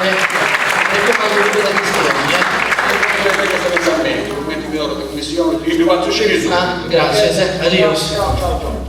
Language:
Sardinian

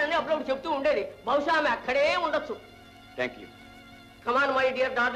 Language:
Telugu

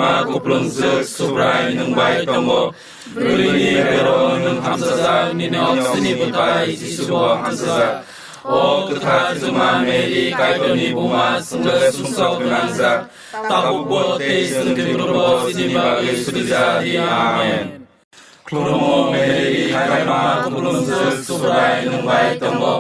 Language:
Kok Borok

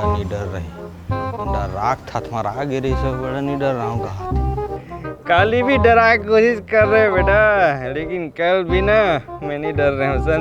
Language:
Chhattisgarhi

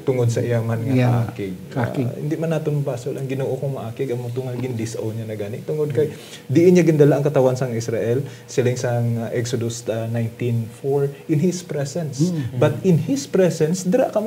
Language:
Hiligaynon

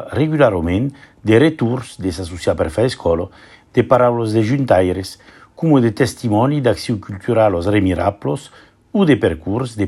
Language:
Occitan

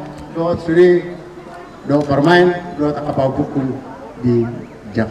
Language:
Batak Toba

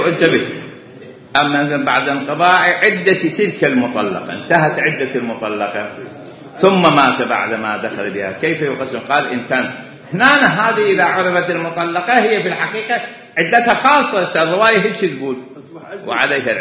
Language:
Mesopotamian Arabic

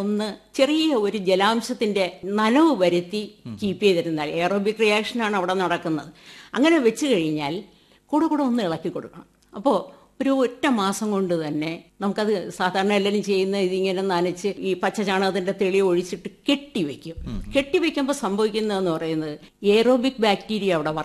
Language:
Malayalam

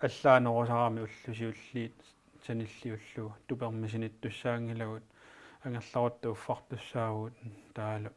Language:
Kalaallisut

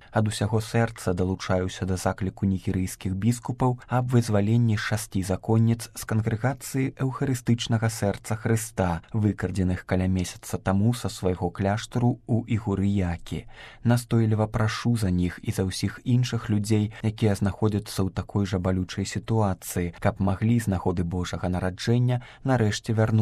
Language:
Belarusian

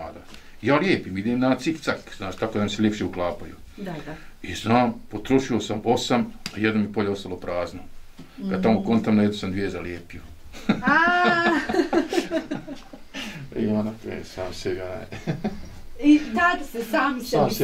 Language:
Bosnian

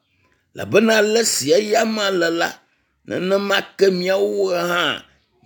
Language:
Ewe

